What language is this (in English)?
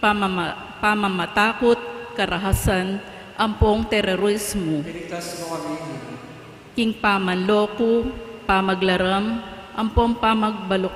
Pampanga